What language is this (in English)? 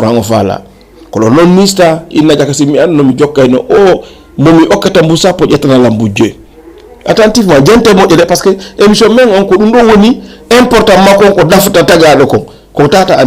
Fula